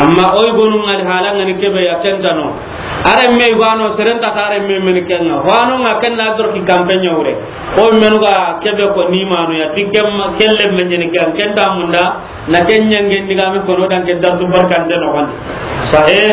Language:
Soninke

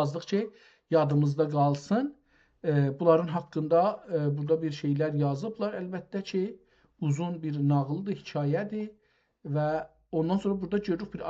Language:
South Azerbaijani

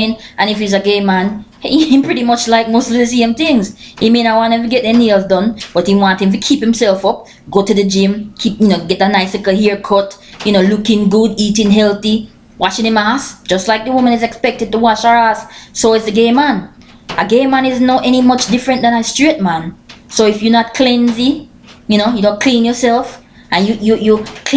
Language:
Jamaican Creole English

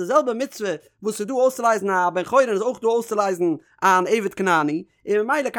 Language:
Yiddish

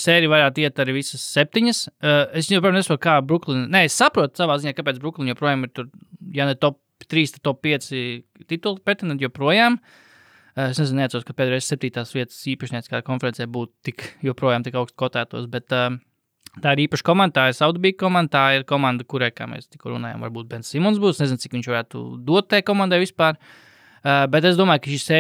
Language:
Latvian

